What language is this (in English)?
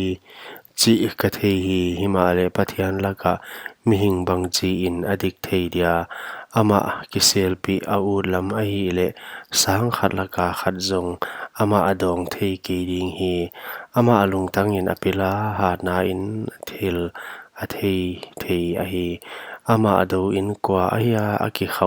Paite Chin